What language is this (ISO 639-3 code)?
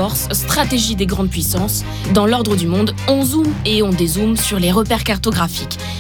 fra